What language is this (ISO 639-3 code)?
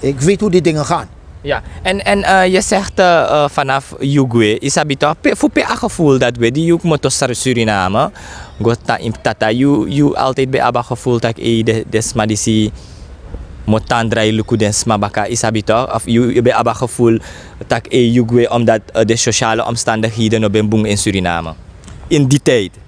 srn